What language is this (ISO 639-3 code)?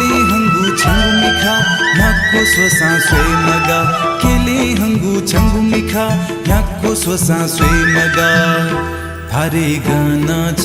new